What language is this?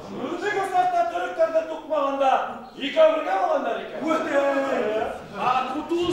Bashkir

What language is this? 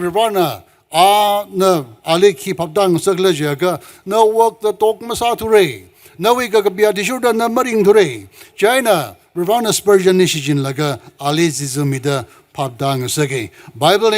Tangkhul Naga (India)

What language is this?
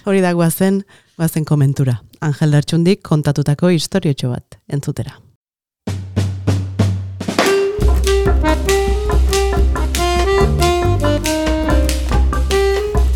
Basque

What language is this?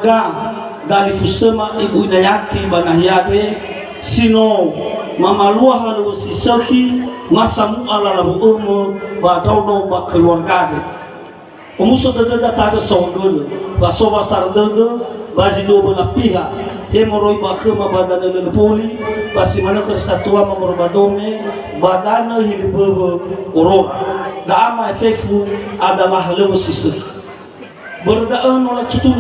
Nias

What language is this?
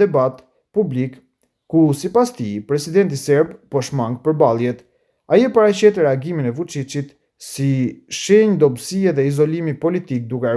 Albanian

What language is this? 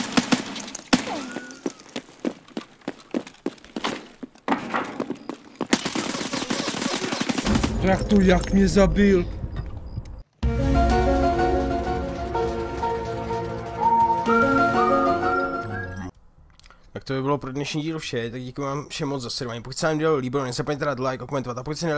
Czech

